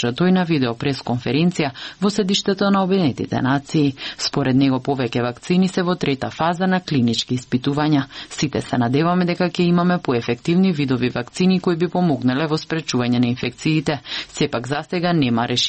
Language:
Macedonian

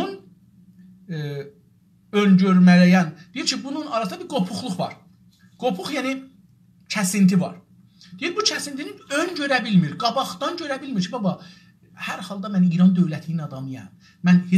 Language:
South Azerbaijani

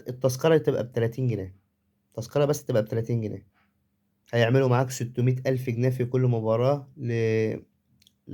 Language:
Egyptian Arabic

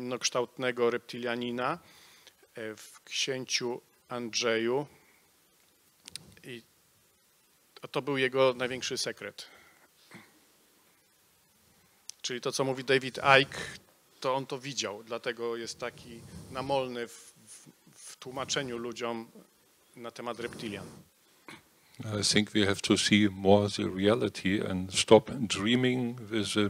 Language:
Polish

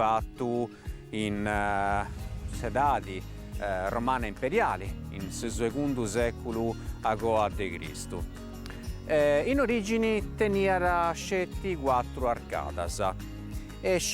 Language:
Sardinian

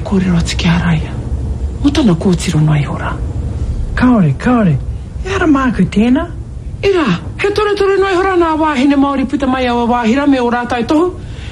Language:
Māori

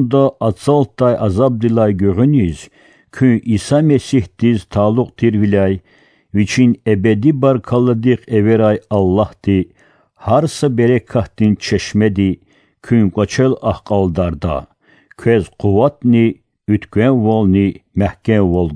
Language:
Lezghian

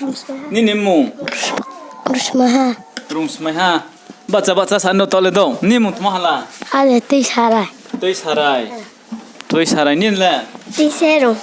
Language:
Riang (India)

